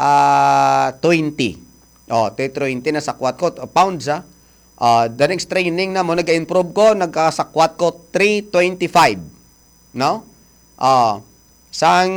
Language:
Hiligaynon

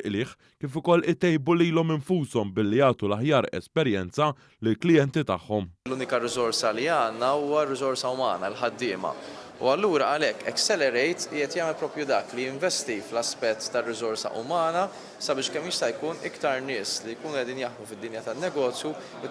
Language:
Maltese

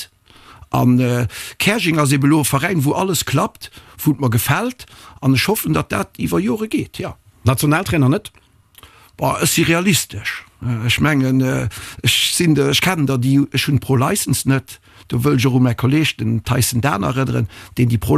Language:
Luxembourgish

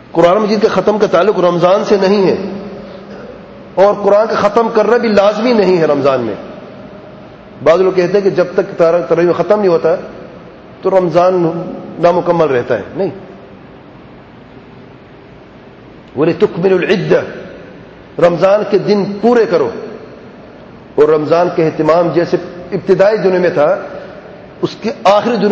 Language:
Urdu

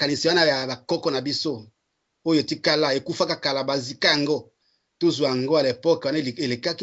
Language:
Lingala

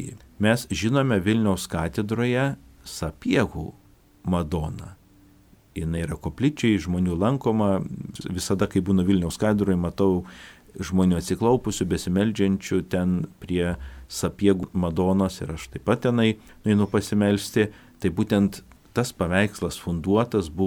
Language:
Lithuanian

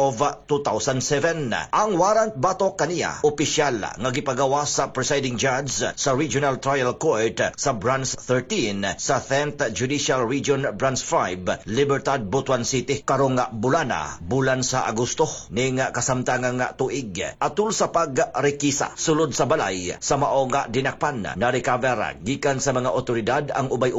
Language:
Cebuano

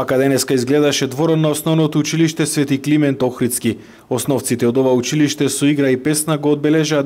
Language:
Macedonian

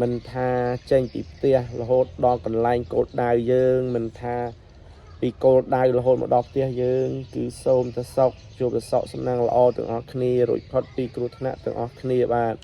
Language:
Khmer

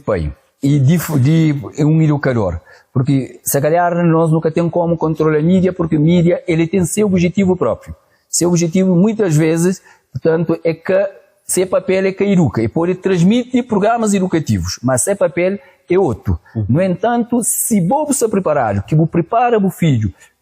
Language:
Kabuverdianu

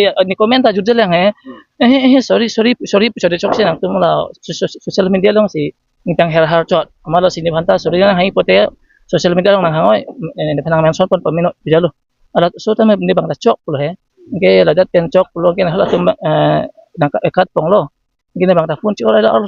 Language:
Karbi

